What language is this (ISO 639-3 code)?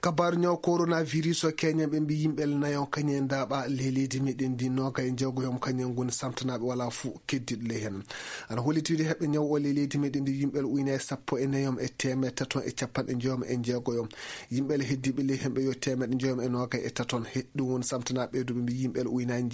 ful